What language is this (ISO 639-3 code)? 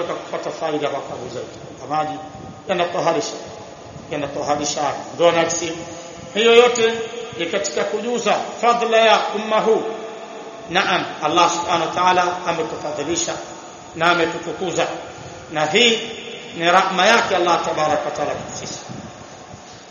swa